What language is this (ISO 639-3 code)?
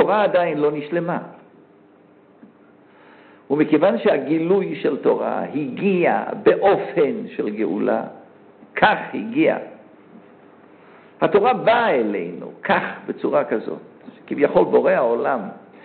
heb